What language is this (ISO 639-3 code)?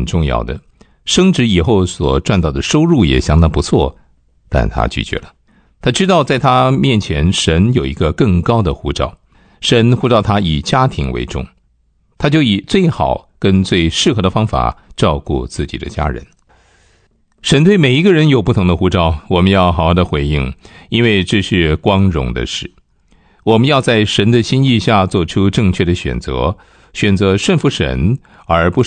zho